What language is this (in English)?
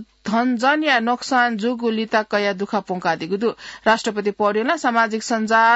Newari